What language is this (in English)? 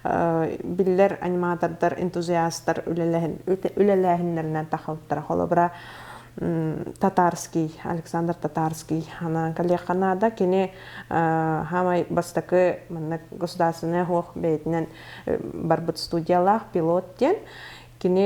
Yakut